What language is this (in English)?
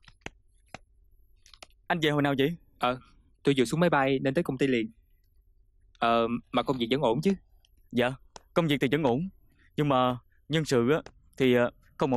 Vietnamese